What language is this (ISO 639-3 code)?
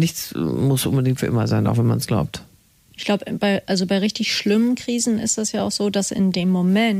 deu